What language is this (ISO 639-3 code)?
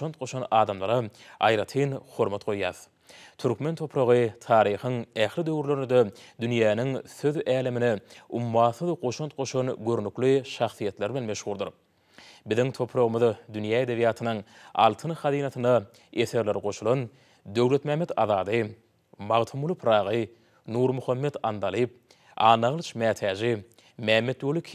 tuk